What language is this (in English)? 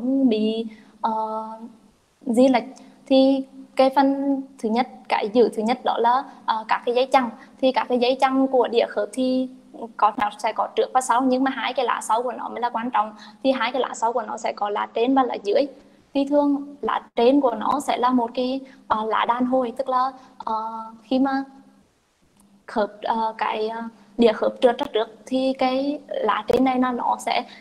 Vietnamese